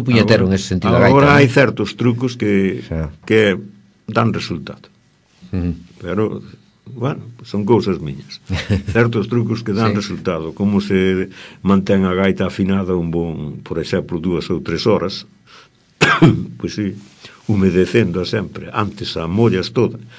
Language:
Galician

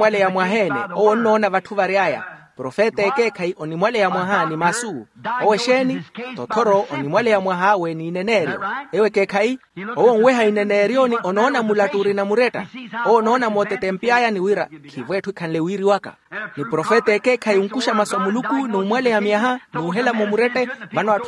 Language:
Makhuwa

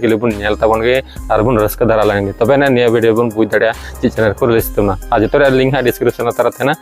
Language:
Santali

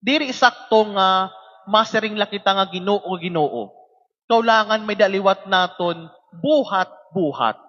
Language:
Waray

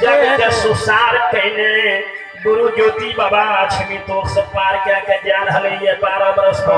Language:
Maithili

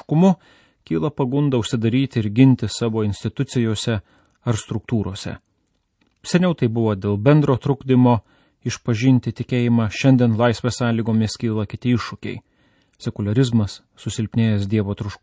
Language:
Lithuanian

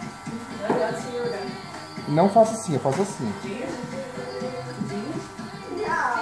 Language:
Portuguese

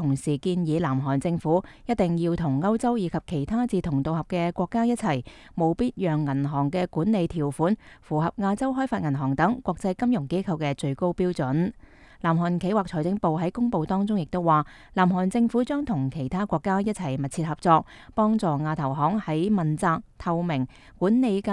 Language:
Cantonese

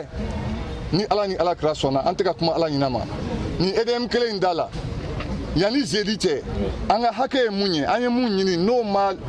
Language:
Bambara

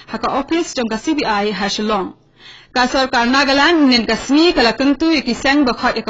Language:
Khasi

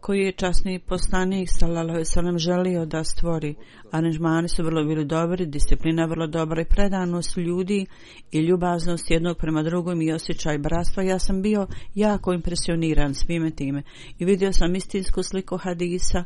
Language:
Bosnian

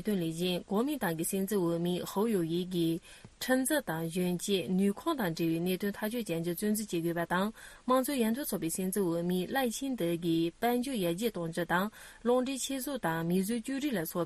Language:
Tibetan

